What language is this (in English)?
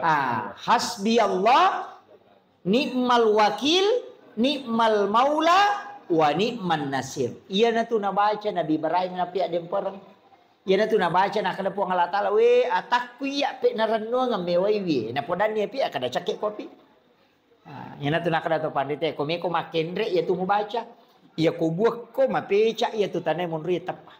Buginese